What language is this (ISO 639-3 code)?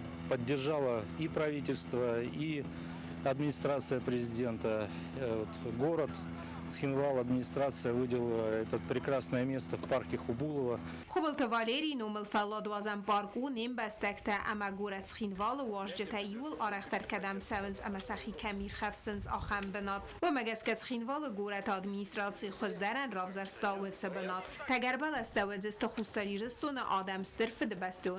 oss